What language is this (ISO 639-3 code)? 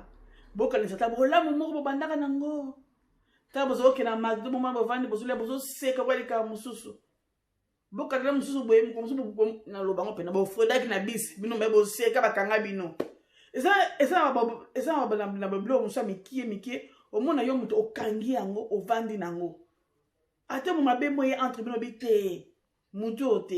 lin